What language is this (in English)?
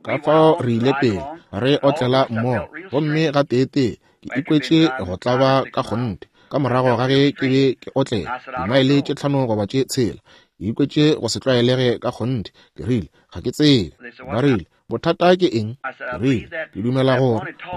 Northern Sotho